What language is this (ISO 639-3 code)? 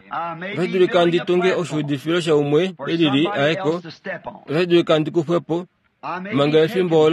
kua